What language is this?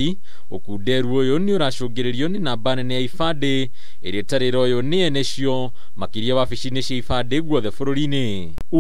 Kikuyu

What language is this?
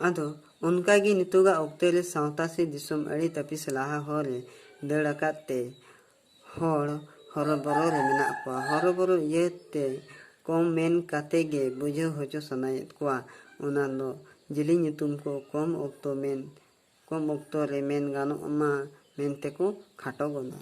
Santali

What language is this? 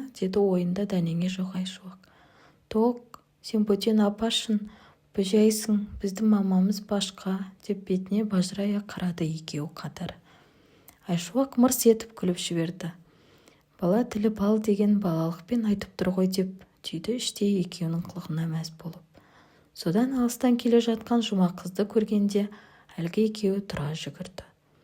Kazakh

